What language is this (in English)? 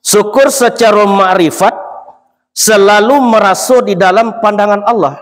Minangkabau